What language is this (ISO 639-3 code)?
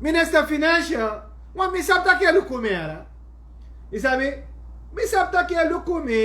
srn